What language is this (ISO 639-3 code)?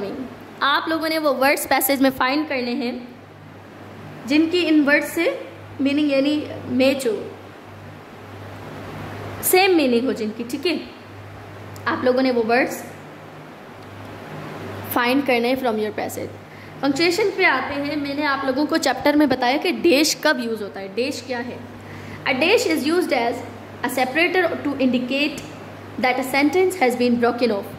hin